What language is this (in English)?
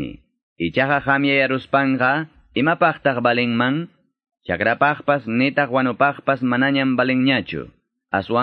Quechua